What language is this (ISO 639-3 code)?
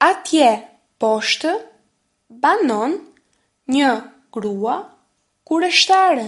sqi